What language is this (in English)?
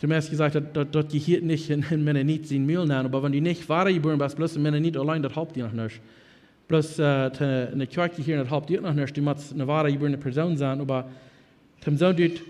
Plautdietsch